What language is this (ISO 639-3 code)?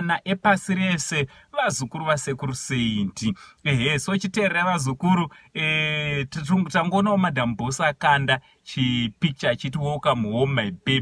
sna